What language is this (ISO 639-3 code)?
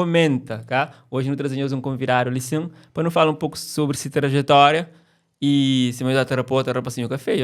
kea